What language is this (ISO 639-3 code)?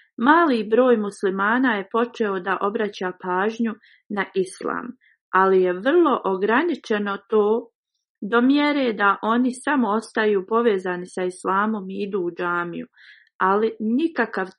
bos